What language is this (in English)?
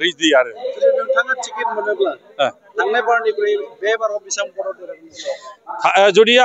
Bodo